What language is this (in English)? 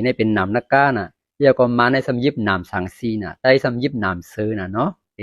Shan